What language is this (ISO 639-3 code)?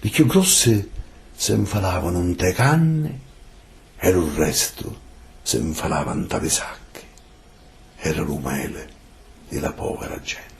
scn